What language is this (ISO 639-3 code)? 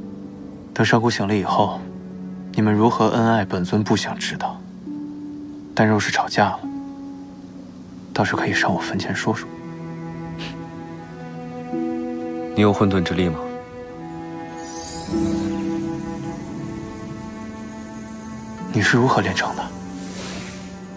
zho